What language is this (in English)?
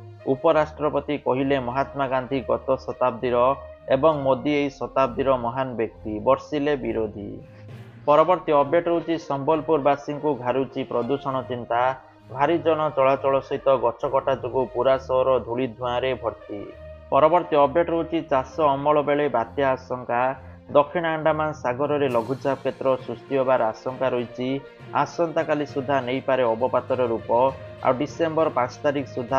Odia